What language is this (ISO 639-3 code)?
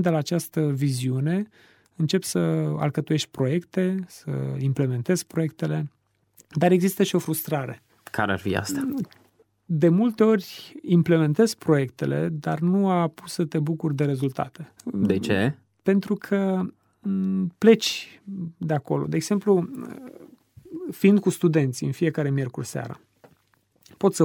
ron